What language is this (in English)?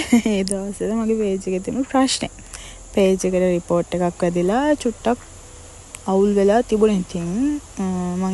Sinhala